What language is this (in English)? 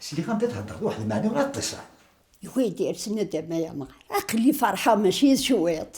Kabyle